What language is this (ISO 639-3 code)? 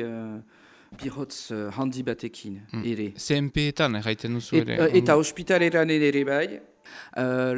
eus